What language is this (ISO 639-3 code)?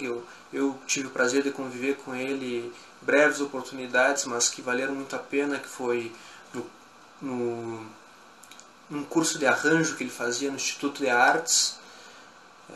por